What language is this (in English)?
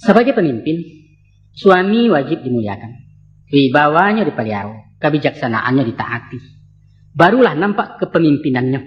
Minangkabau